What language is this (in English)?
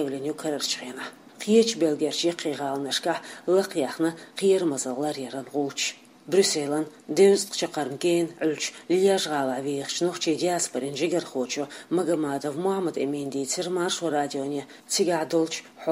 Chechen